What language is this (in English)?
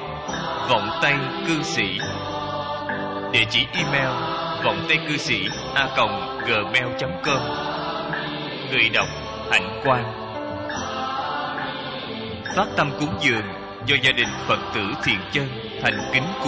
Vietnamese